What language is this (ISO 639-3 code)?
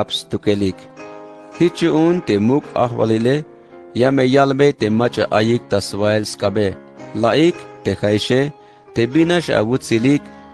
tzh